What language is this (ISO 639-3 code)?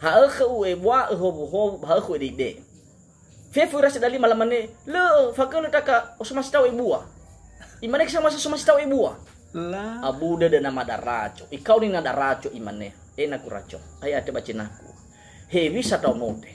nia